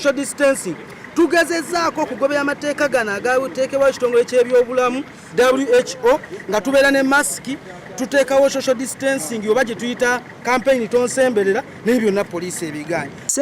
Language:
Ganda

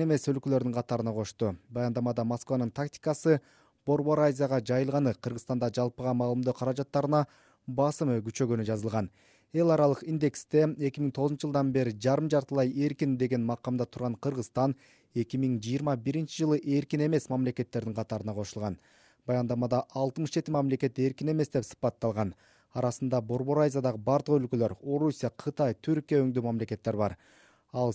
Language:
Kyrgyz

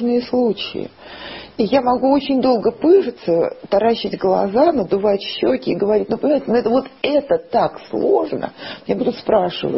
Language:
Russian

